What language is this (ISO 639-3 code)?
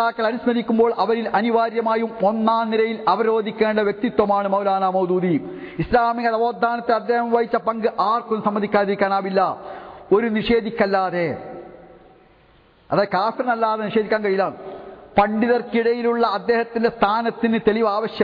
mal